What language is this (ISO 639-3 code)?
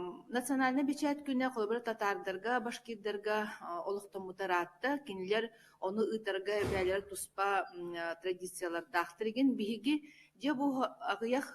sah